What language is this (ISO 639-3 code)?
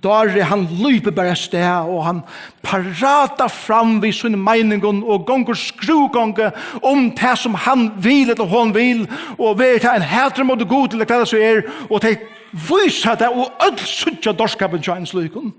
fao